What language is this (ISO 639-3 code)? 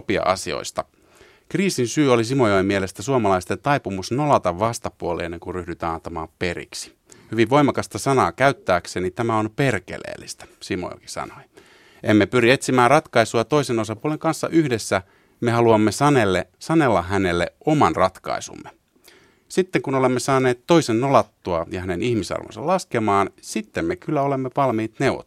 fin